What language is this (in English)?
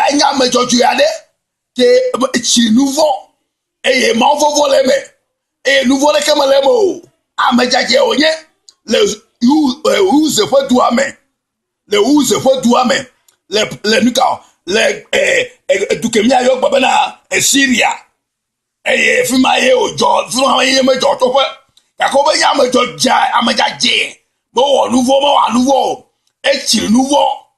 Ewe